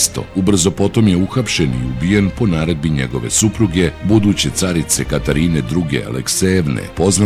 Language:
Serbian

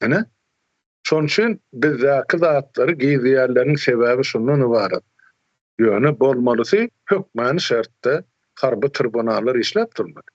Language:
Turkmen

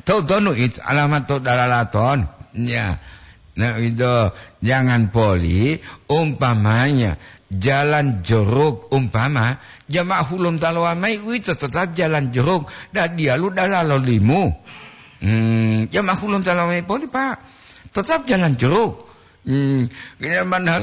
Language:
Gorontalo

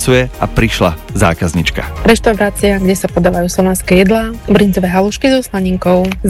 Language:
Slovak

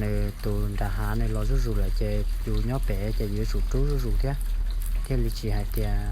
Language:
Hmong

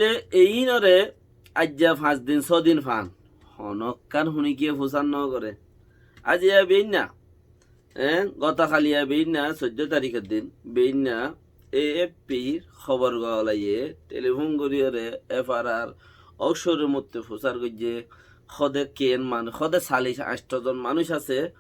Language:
Rohingya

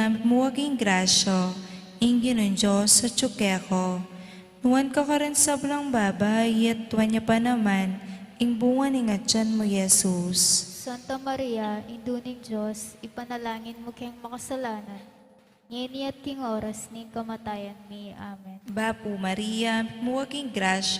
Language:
Pampanga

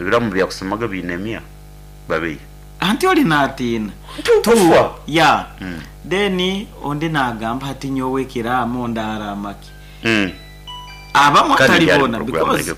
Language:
Nyankole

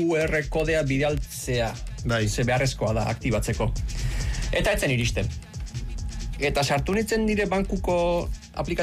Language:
Basque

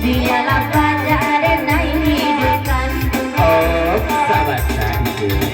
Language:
Minangkabau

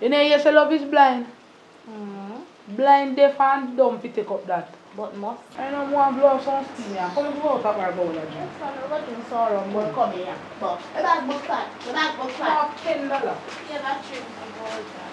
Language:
Jamaican Creole English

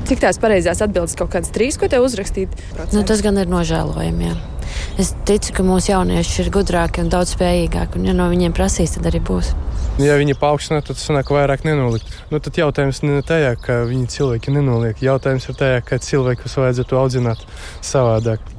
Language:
Latvian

